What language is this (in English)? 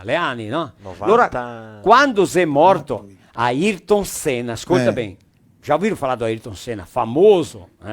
Venetian